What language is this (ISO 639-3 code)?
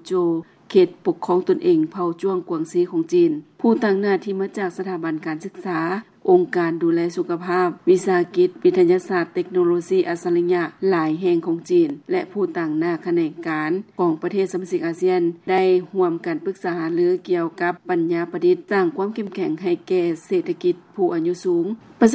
lao